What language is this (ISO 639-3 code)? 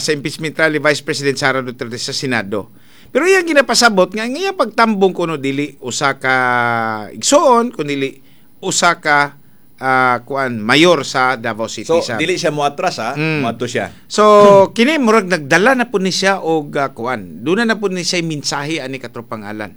ceb